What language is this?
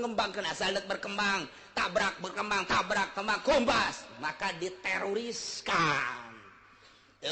Sundanese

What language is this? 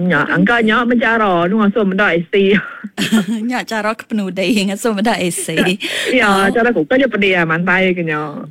Iban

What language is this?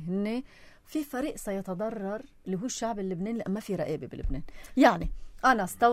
North Levantine Arabic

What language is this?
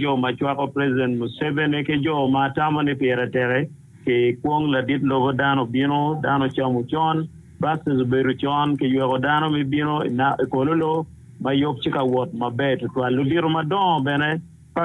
Acoli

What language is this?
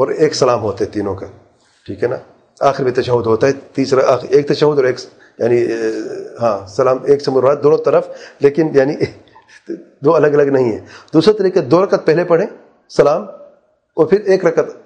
Urdu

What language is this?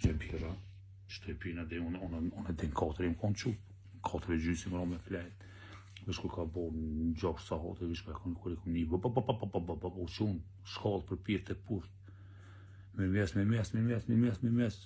Albanian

